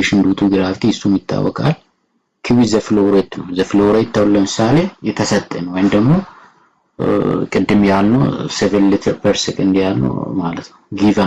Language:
Amharic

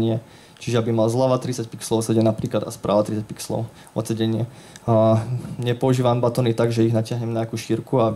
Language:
Slovak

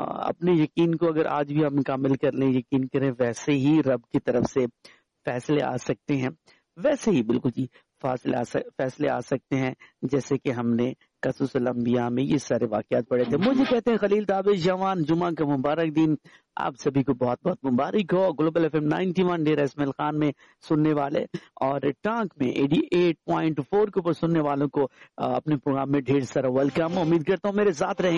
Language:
Urdu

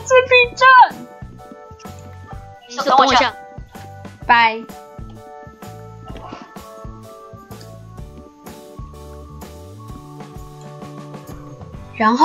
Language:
Chinese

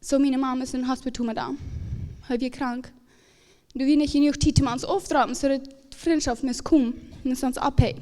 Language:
Plautdietsch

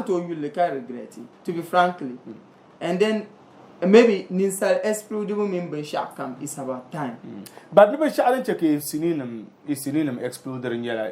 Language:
Dagbani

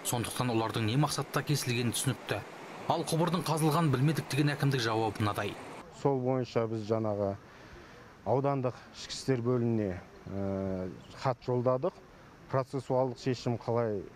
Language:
Kazakh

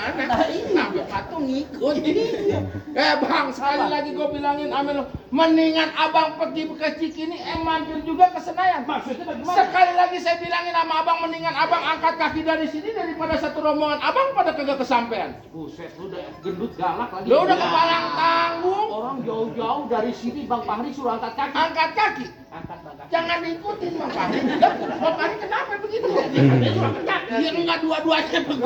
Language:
Betawi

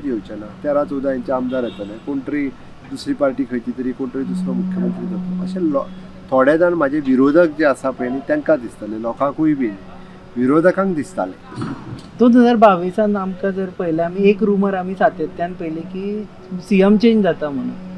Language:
Konkani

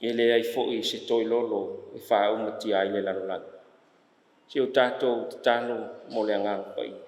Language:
Samoan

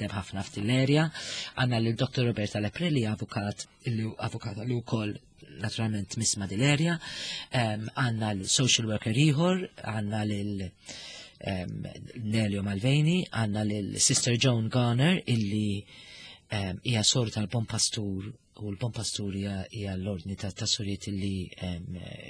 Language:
Maltese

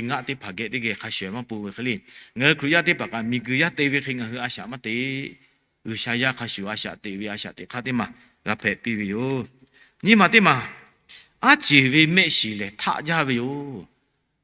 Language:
Lahu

